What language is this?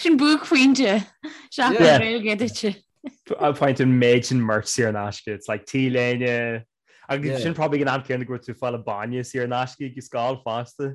Irish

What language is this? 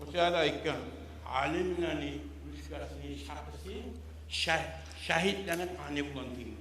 Kumyk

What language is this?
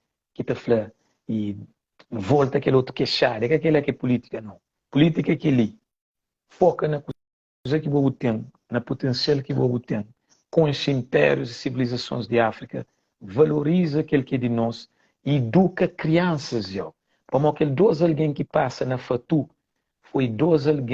Kabuverdianu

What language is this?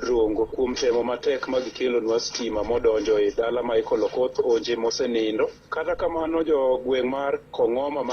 Luo (Kenya and Tanzania)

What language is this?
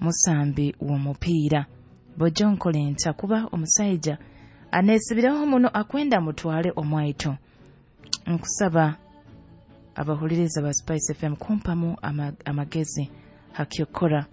Nyoro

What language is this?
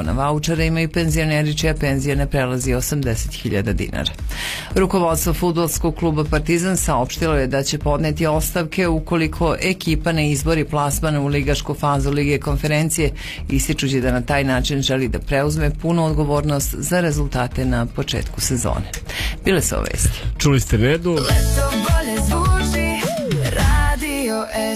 Serbian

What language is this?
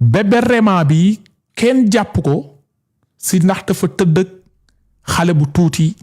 Wolof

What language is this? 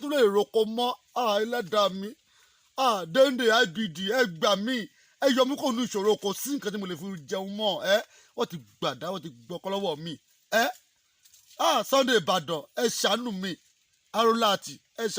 Yoruba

